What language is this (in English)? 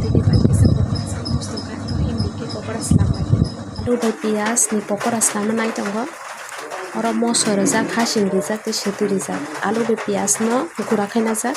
Kok Borok